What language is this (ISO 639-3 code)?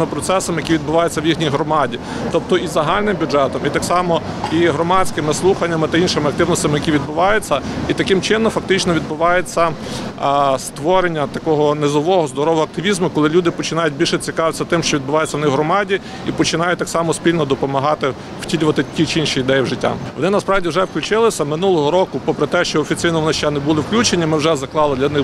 ukr